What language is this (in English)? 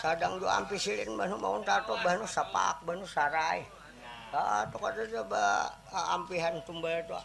Banjar